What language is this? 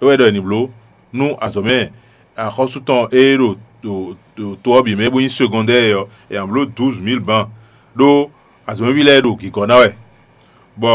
Fon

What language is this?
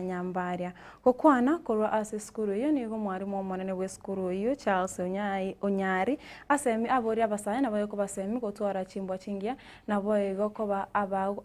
Gusii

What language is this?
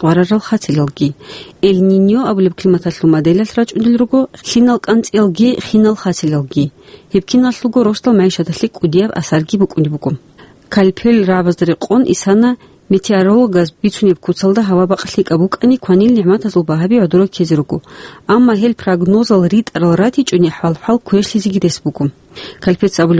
Avaric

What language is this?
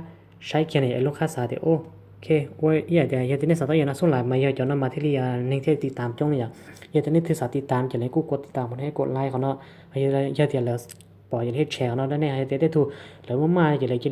Hmong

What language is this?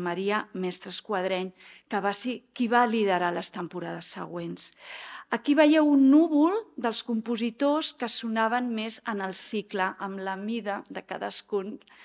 Catalan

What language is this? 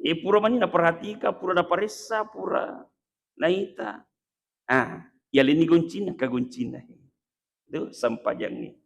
Buginese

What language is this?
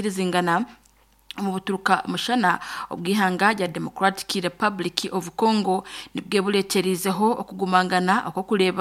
Nyankole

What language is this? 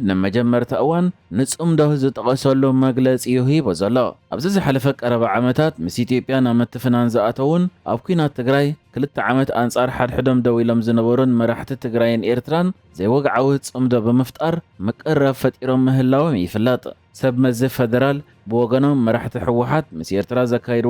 Tigrinya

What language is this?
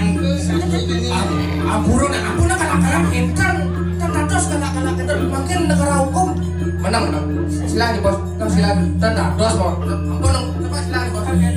Balinese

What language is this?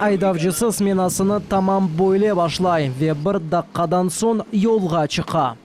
Crimean Tatar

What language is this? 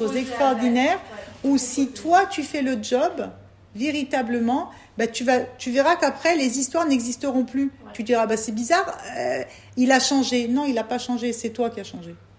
French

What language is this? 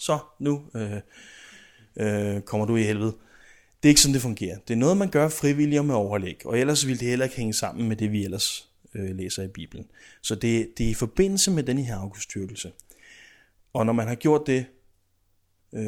Danish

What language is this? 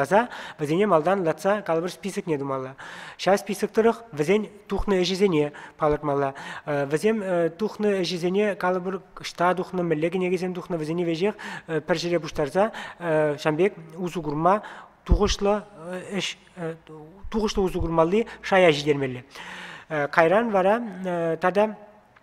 Chuvash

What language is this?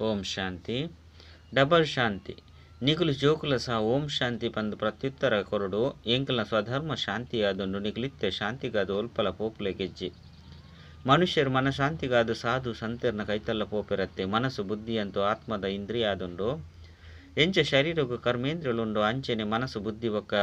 Tulu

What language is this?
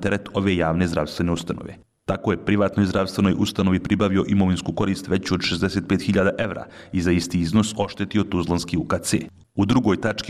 Bosnian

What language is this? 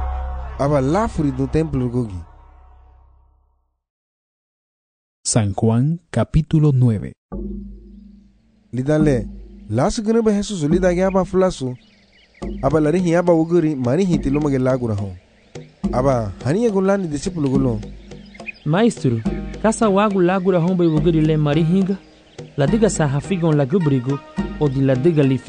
Garifuna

